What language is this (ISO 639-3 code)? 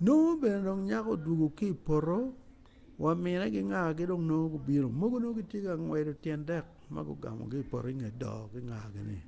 ach